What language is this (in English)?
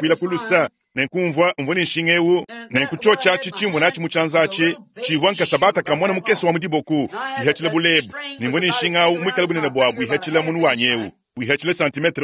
Luba-Lulua